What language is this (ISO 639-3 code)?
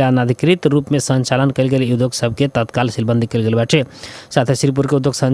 bho